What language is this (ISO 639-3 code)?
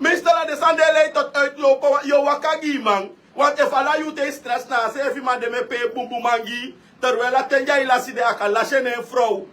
srn